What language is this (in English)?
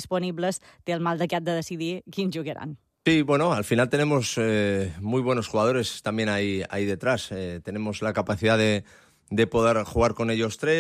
Catalan